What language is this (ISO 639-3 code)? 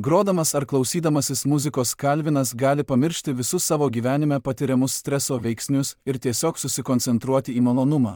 lit